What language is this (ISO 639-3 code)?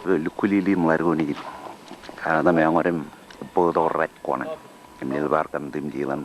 mah